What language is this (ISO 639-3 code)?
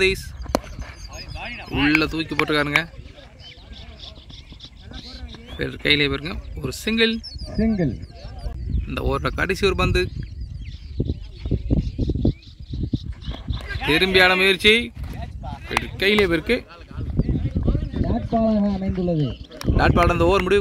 tam